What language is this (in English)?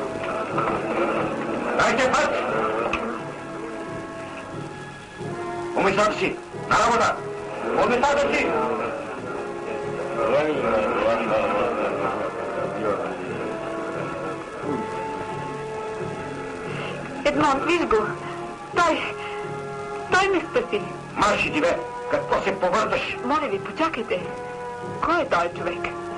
Bulgarian